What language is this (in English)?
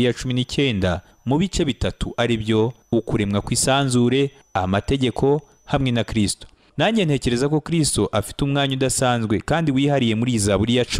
Kinyarwanda